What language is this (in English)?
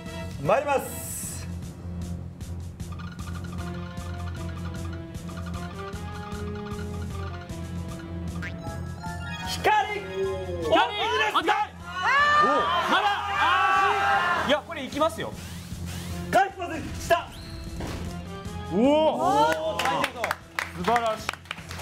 Japanese